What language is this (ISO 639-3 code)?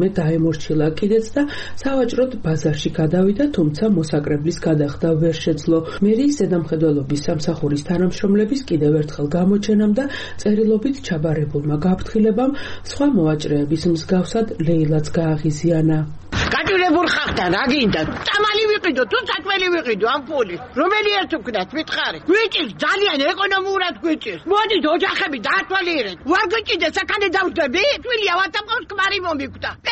kat